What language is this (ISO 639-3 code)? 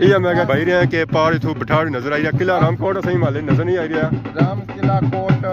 phr